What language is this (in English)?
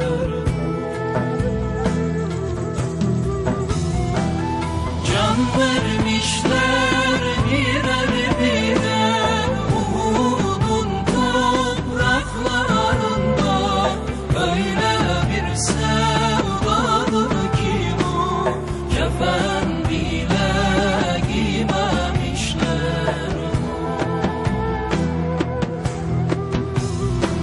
Turkish